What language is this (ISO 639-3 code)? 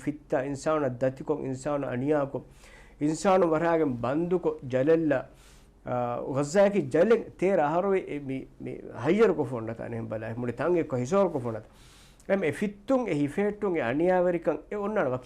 div